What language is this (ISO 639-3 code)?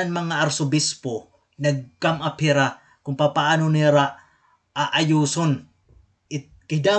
war